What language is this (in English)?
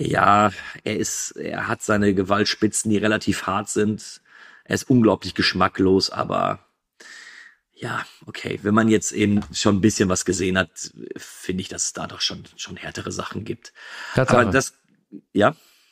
German